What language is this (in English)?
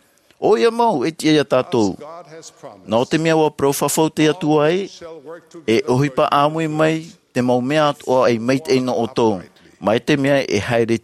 Tahitian